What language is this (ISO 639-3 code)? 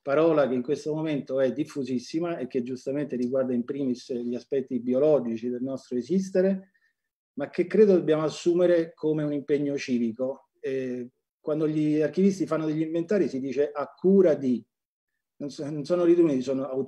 ita